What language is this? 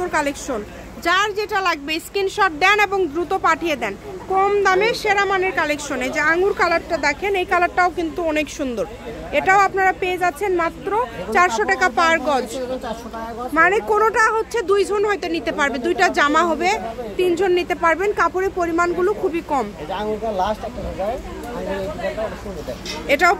Bangla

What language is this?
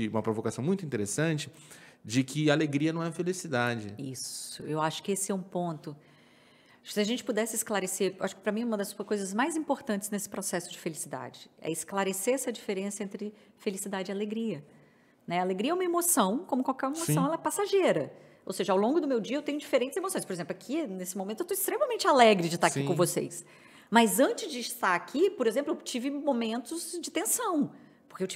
Portuguese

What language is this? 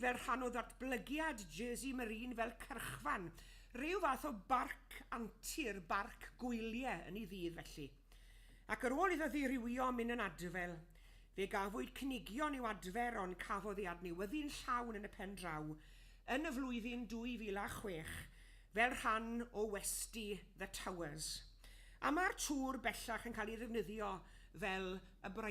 Welsh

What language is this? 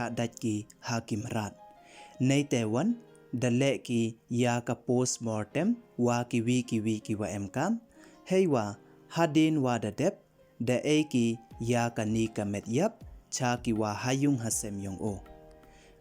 Pnar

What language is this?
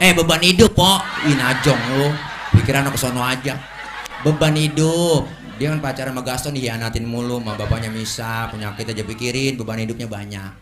Betawi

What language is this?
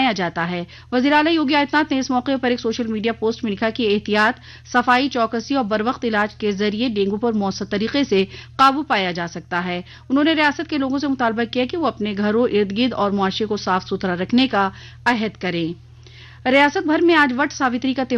Urdu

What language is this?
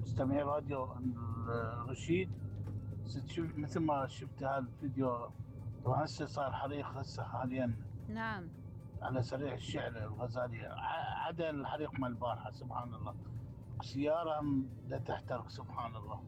Mesopotamian Arabic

